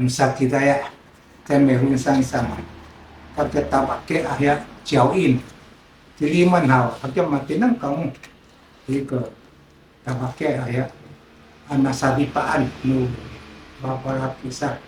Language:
Sakizaya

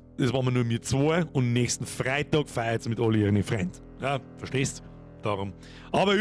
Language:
Bavarian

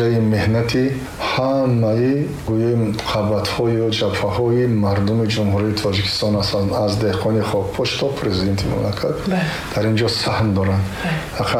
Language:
Tajik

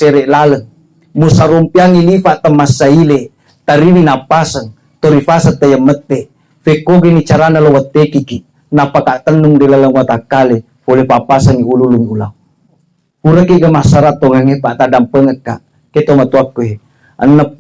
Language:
Buginese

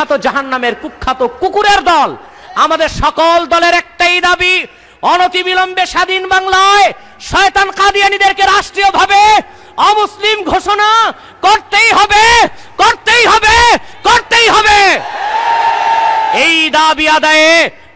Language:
Bangla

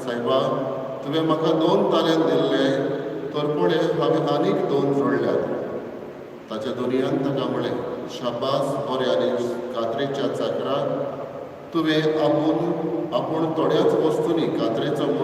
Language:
Konkani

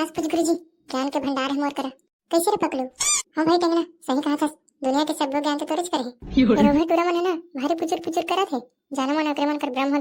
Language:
Chhattisgarhi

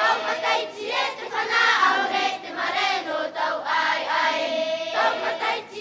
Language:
Tahitian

